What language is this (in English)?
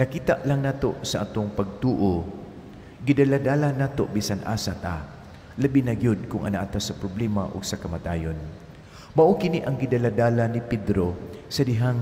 Cebuano